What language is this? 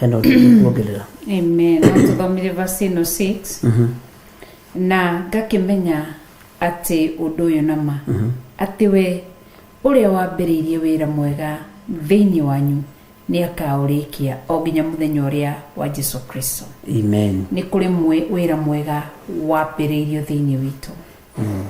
Kikuyu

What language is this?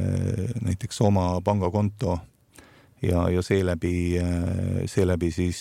Estonian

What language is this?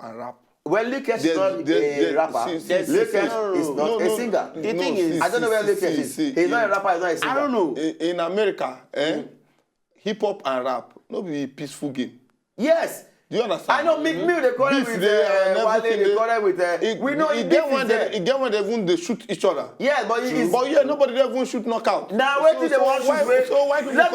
Nigerian Pidgin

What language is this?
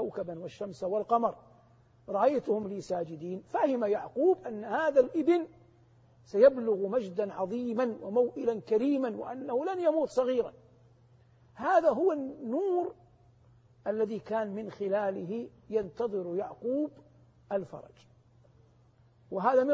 Arabic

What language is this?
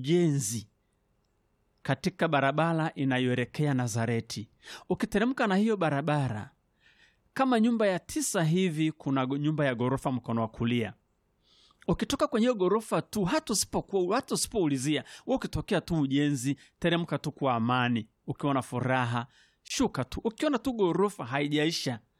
Swahili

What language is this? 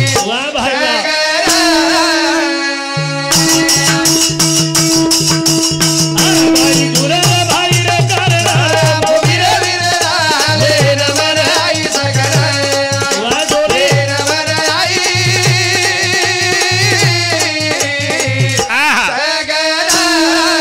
Lambadi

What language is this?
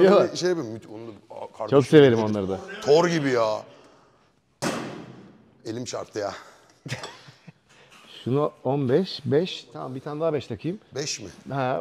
Turkish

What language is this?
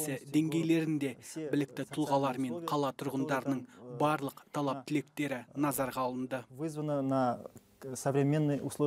Kazakh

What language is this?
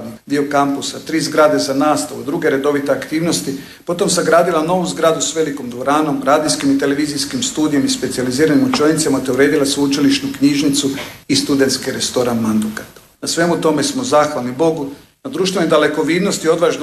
Croatian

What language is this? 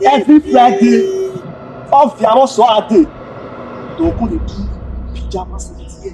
Bini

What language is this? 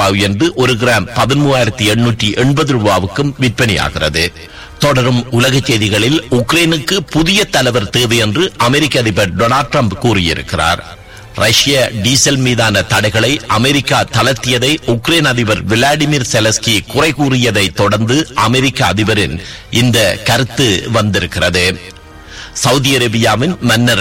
Tamil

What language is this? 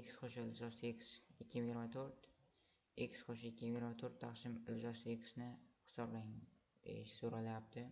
Uzbek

